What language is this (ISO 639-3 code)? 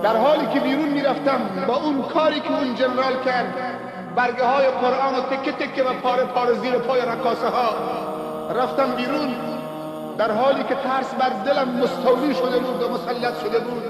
tgk